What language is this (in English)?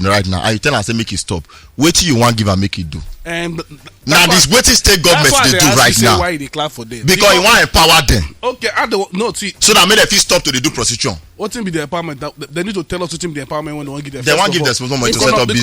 Nigerian Pidgin